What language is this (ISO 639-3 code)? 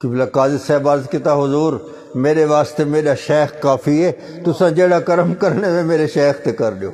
skr